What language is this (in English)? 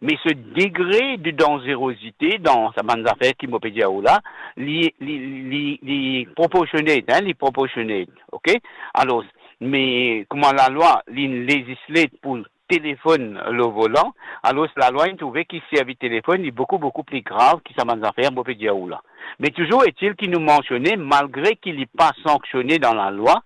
Morisyen